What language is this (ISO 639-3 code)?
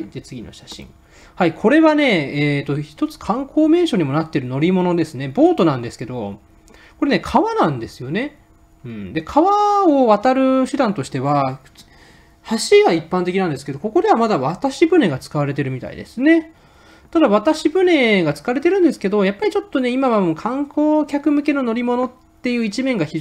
jpn